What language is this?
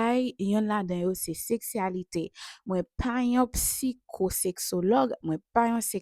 Haitian Creole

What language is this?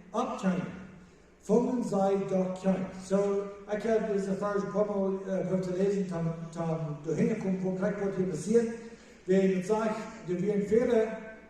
Plautdietsch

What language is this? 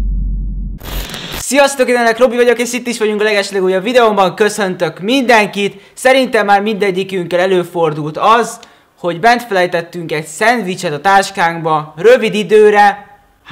Hungarian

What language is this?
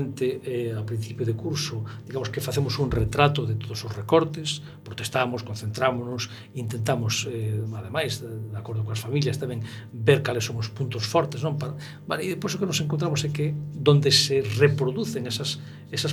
Galician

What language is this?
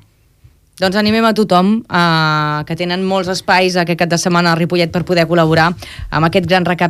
Catalan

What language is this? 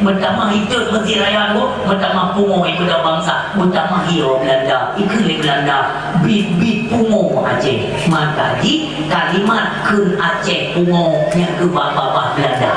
Achinese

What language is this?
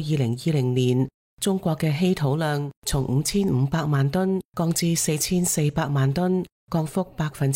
Cantonese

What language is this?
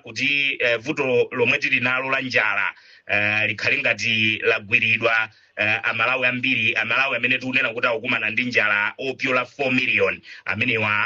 Nyanja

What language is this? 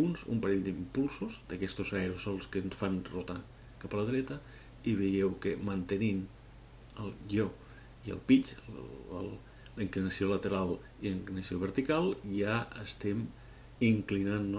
Catalan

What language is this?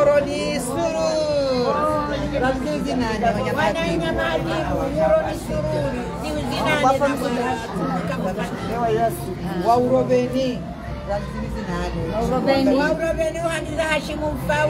Swahili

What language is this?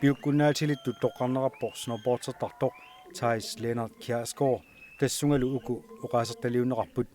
Kalaallisut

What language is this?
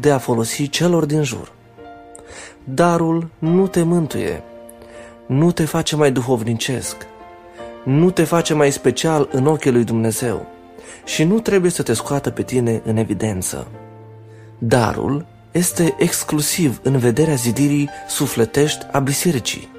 Romanian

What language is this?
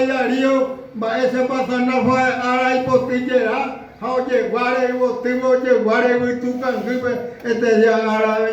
Guarani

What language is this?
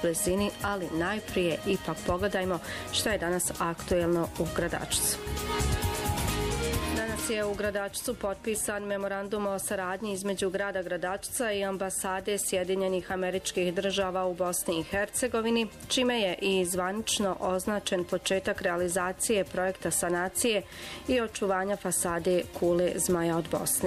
Bosnian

